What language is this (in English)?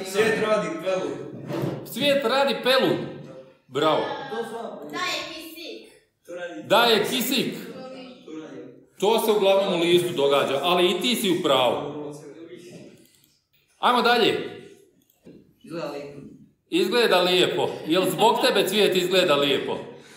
Croatian